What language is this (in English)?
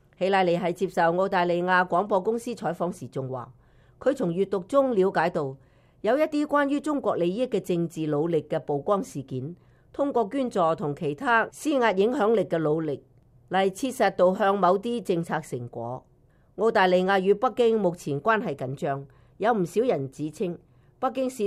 Cantonese